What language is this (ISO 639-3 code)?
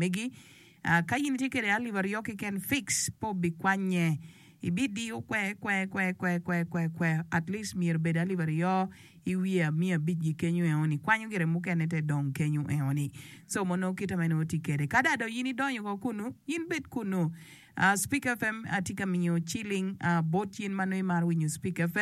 ach